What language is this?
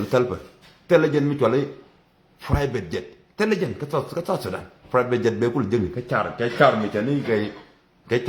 Nuer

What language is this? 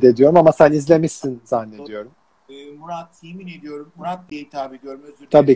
Turkish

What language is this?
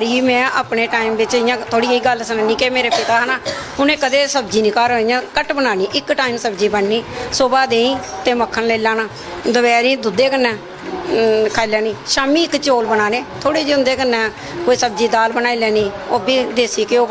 Dogri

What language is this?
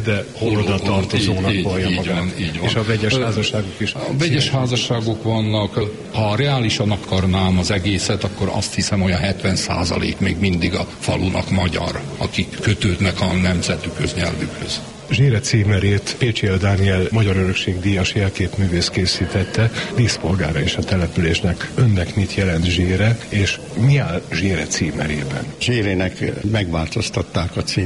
Hungarian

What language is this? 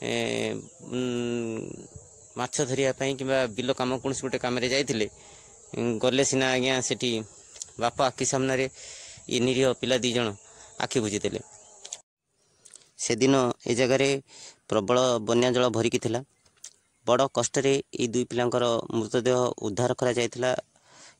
Odia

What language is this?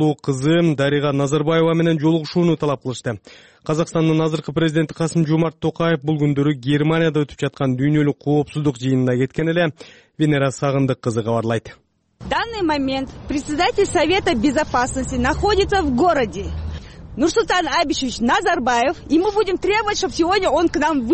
Kyrgyz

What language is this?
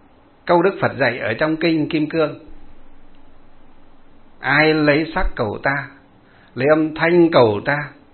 Vietnamese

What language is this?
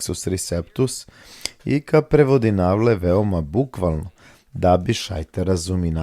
Balkan Romani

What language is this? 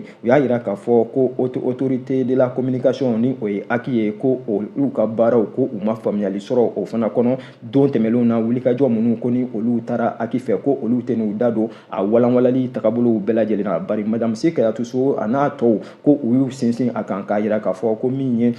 Bambara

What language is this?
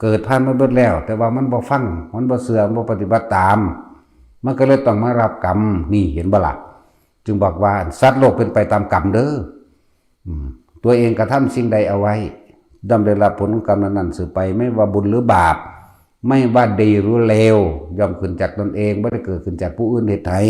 Northeastern Thai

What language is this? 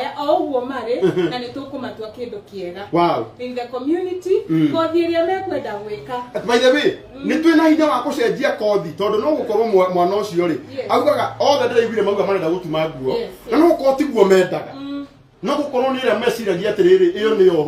Kikuyu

